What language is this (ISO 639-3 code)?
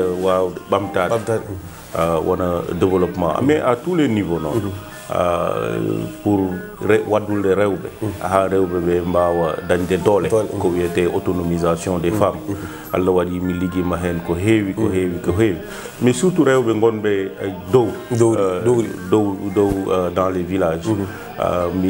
ful